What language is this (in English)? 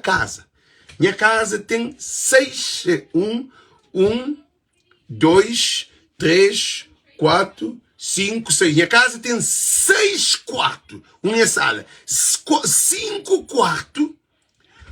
Kabuverdianu